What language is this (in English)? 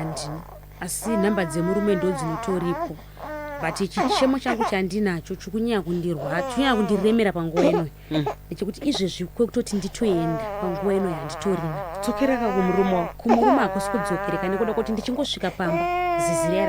Shona